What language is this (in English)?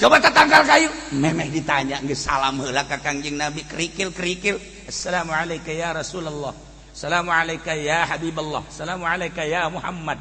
Sundanese